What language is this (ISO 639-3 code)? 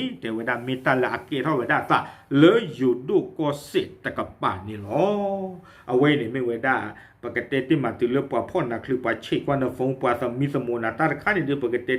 ksw